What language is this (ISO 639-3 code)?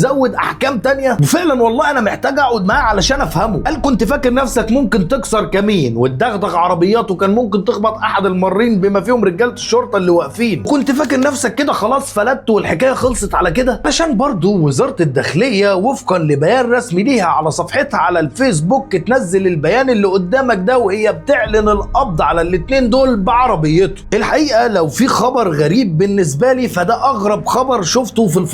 arz